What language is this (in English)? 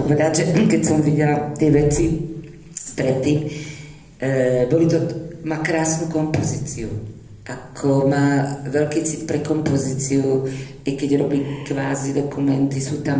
Slovak